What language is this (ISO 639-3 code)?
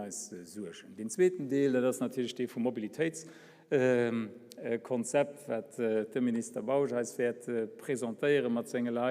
ltz